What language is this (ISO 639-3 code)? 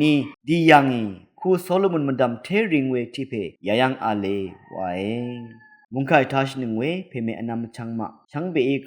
raw